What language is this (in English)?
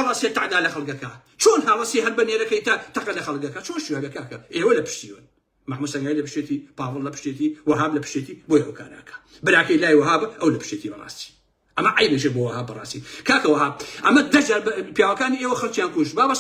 Central Kurdish